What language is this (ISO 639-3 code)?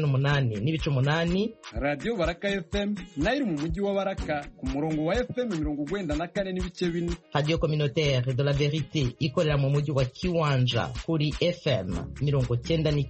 kin